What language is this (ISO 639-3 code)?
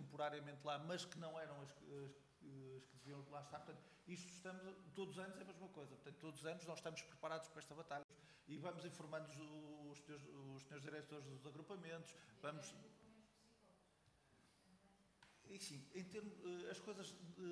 por